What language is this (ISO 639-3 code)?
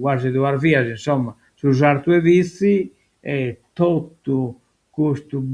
srd